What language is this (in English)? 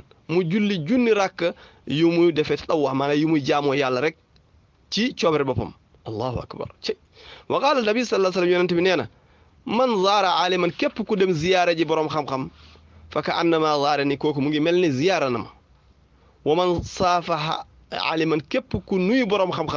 Wolof